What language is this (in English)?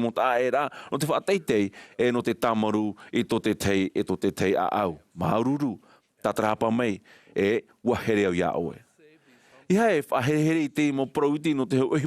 Tahitian